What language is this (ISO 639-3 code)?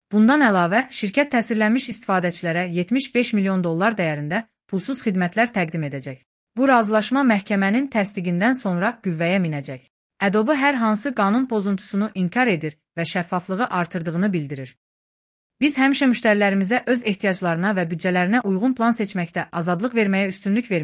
aze